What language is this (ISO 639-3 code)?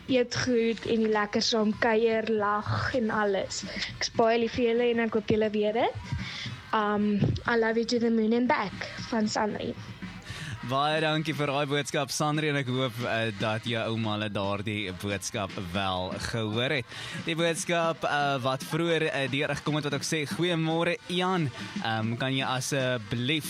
afr